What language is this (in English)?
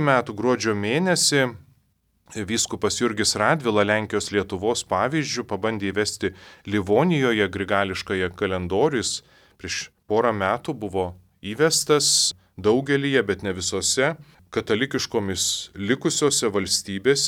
Lithuanian